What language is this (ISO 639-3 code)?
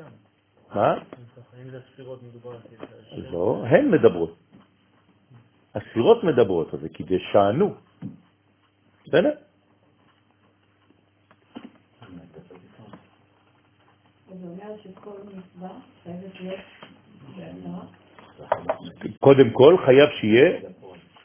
heb